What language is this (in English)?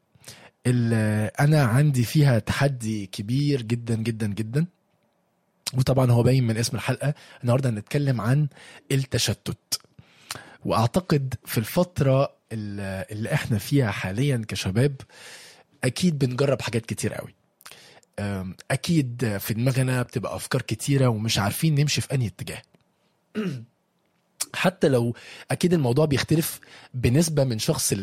Egyptian Arabic